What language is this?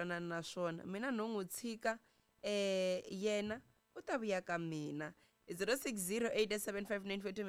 Tsonga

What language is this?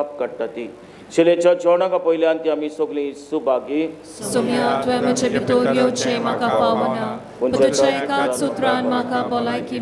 Konkani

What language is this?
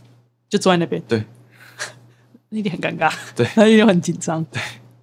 Chinese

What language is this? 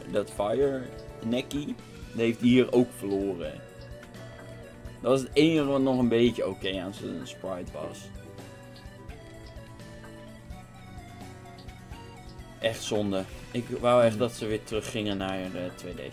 Dutch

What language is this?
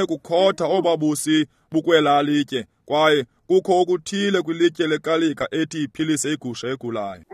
Xhosa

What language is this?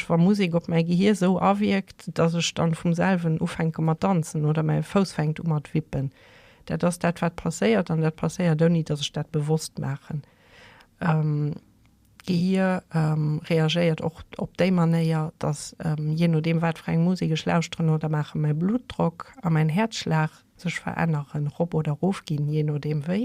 Luxembourgish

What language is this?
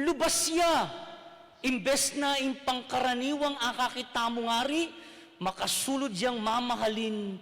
Pampanga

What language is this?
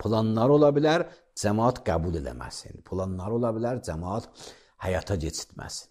Azerbaijani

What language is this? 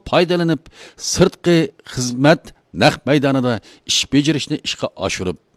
Uyghur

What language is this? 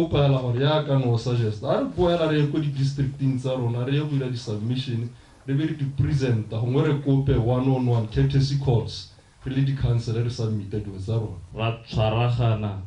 Tswana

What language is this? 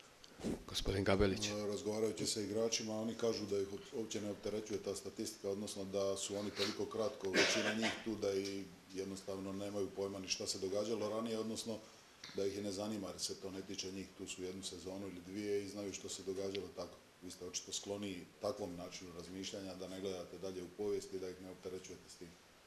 Croatian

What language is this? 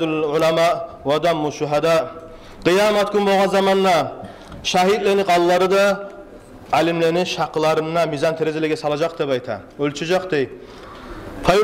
Kumyk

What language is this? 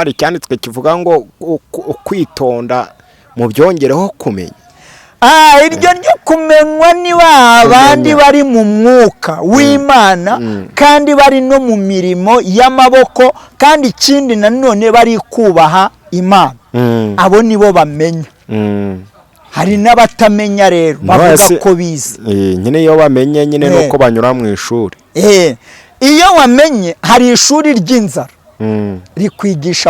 Kinyarwanda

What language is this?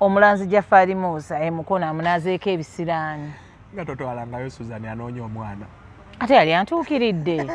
Ganda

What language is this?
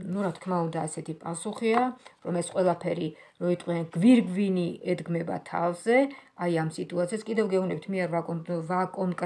Georgian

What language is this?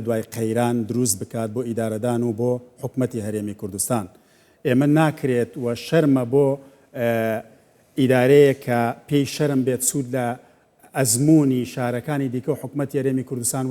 Central Kurdish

